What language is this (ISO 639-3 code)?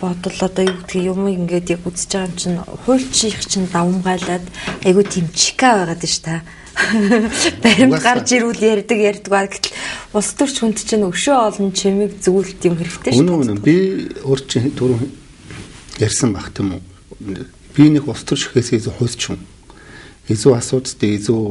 mon